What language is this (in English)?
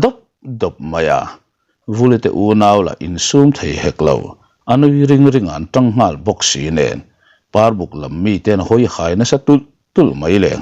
Mizo